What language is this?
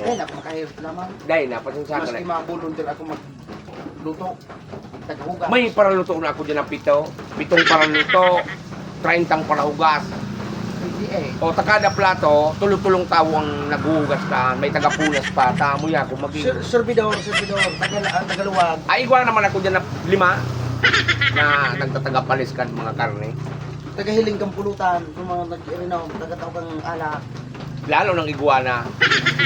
Bikol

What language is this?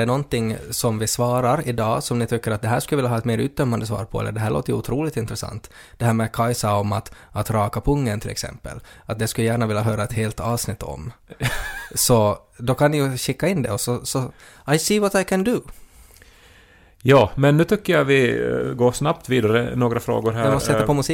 Swedish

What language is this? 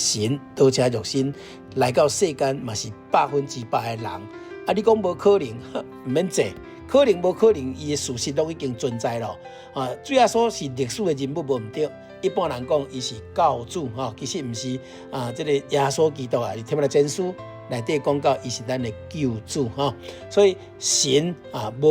Min Nan Chinese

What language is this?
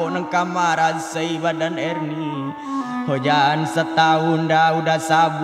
Minangkabau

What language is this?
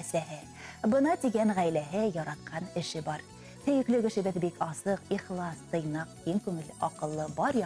Bashkir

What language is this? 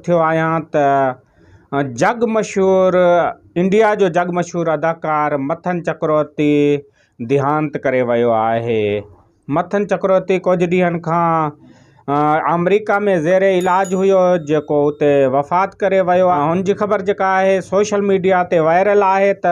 Sindhi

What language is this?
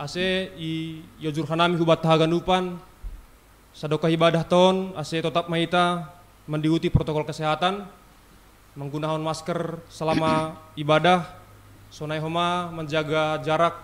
Batak Simalungun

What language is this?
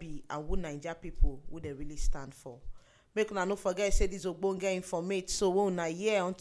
Nigerian Pidgin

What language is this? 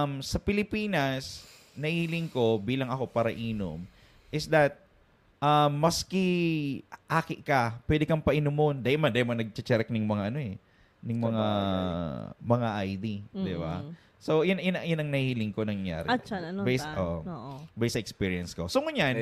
Bikol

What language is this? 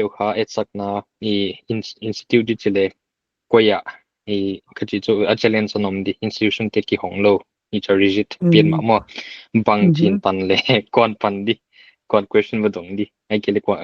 Paite Chin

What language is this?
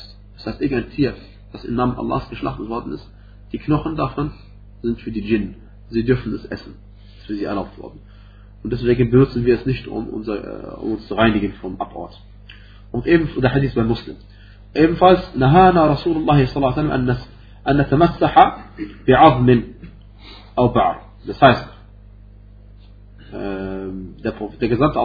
German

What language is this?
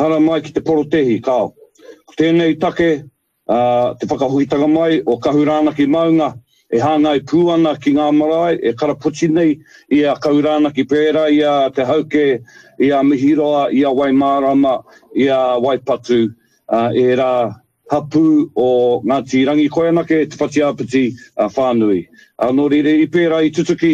Māori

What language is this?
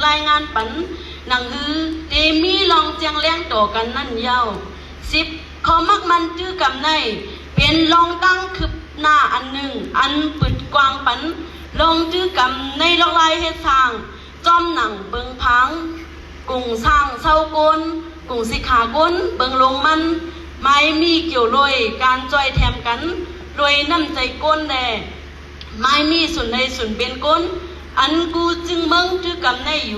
Shan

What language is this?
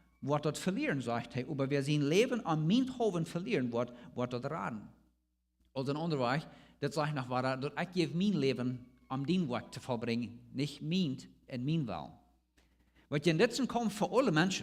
Plautdietsch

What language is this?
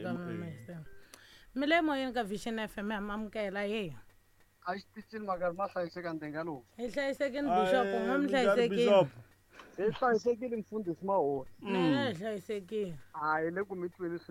Tsonga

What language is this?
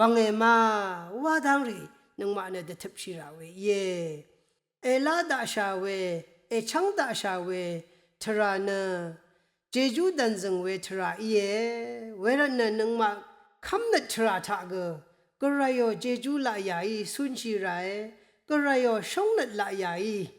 Rawang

